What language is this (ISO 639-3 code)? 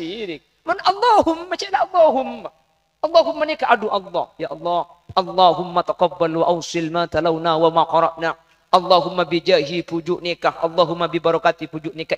mad